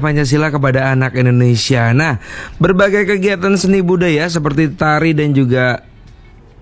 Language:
Indonesian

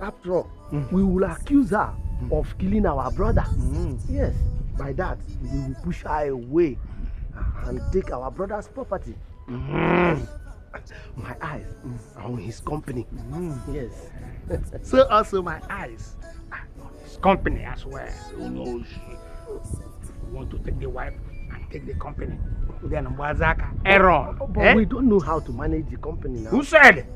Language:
Nigerian Pidgin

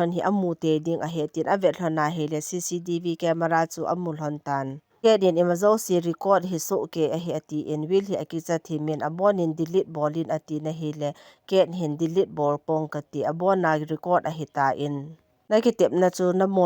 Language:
Thado Chin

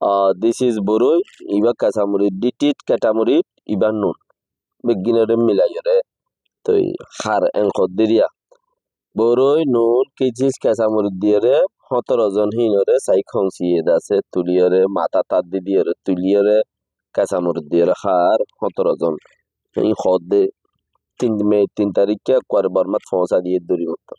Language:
Rohingya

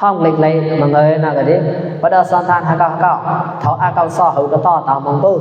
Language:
Mon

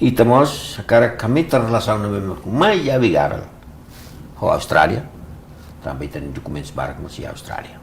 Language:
Tetum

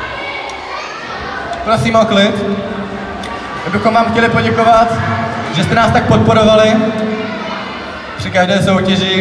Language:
Czech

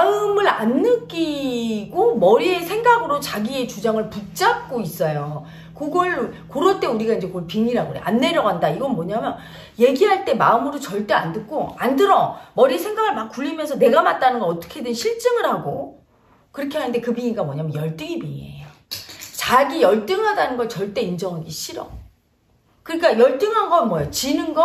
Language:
Korean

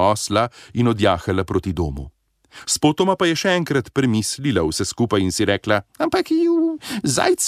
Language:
Slovenian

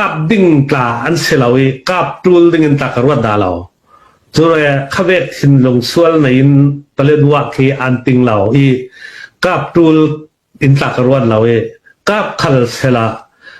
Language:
Hakha Chin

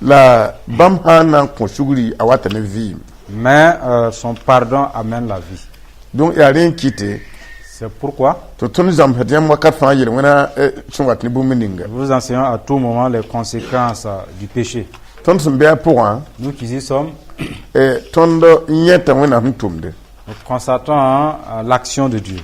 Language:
Mossi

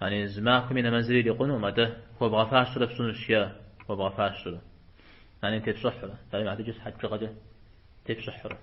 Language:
Kabardian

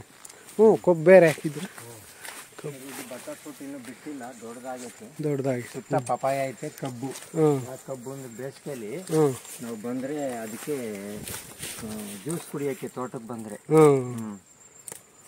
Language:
Kannada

